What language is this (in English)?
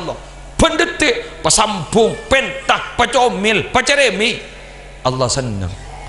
Madurese